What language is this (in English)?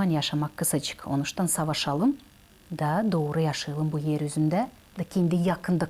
Gagauz